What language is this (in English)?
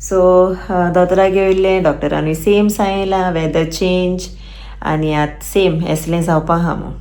Konkani